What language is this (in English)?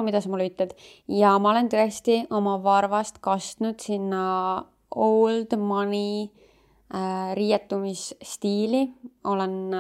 Estonian